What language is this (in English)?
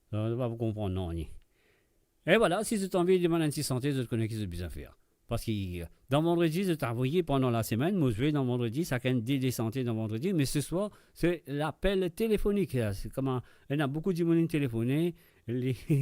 Morisyen